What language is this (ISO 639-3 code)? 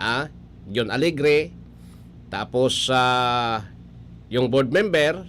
bik